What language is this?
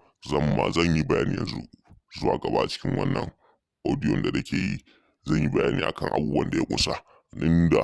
Hausa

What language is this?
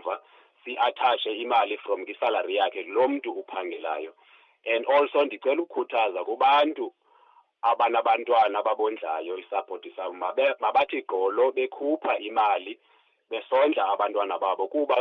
Xhosa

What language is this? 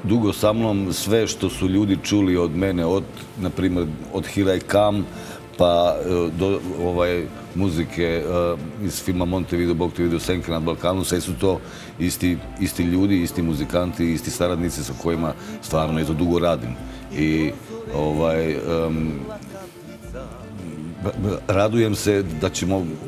Serbian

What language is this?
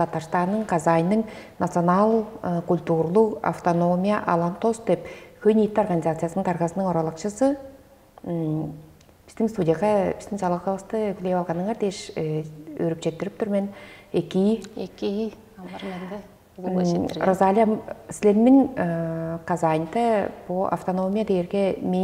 Tuvinian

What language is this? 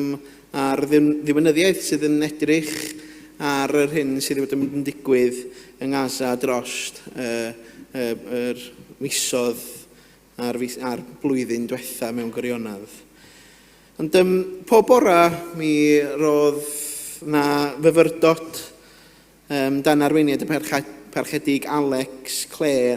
Welsh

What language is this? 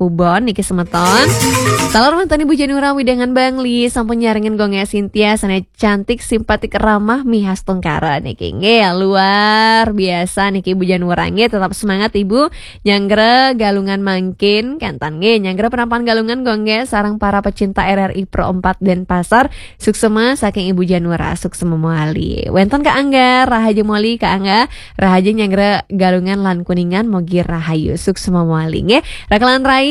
Balinese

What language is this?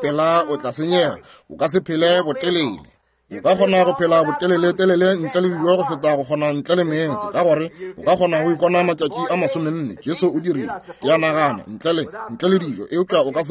Northern Sotho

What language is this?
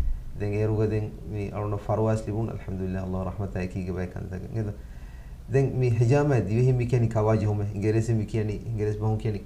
Divehi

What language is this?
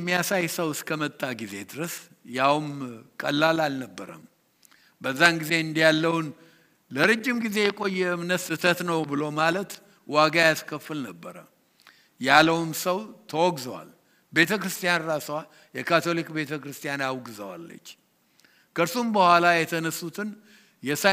Amharic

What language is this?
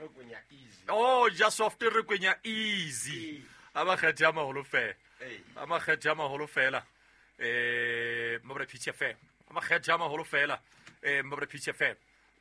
Southern Sotho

